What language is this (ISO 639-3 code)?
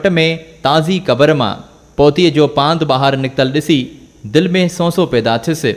snd